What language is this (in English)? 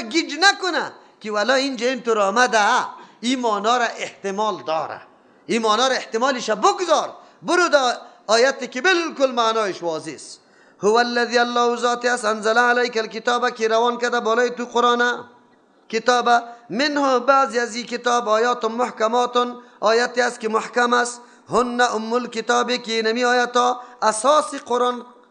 Persian